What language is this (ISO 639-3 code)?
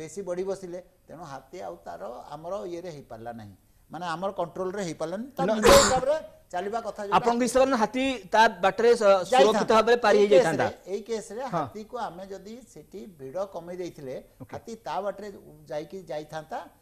ori